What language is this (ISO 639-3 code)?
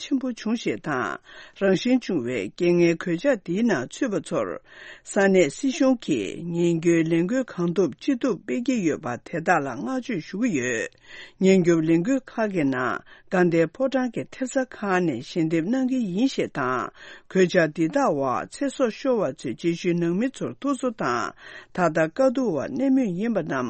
bod